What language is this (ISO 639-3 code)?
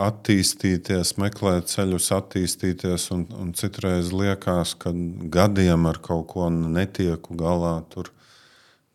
lav